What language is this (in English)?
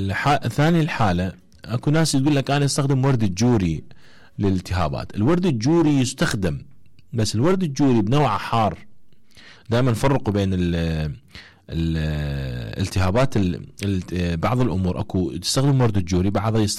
Mesopotamian Arabic